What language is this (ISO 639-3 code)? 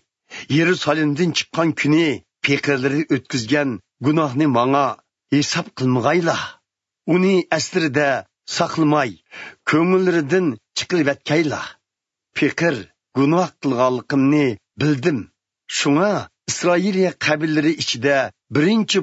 uig